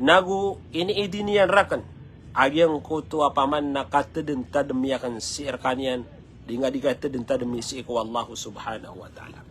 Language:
Maranao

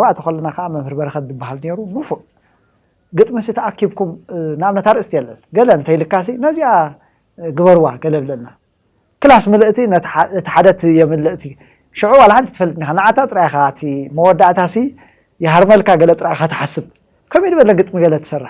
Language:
Tigrinya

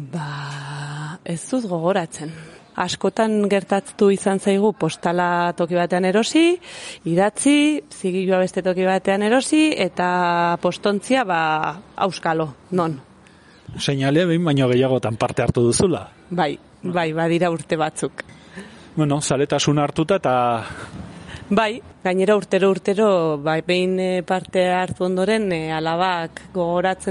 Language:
Basque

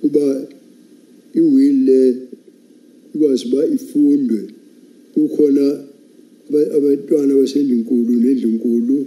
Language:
Zulu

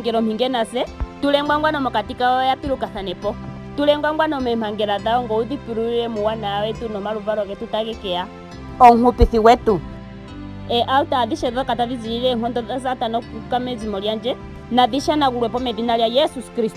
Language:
Ndonga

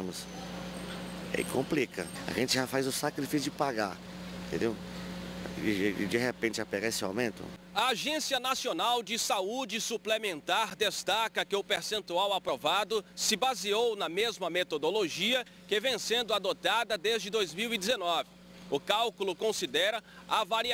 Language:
Portuguese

